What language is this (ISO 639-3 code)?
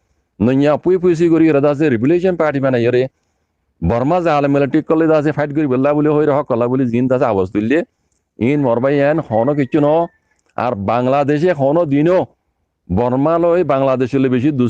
rhg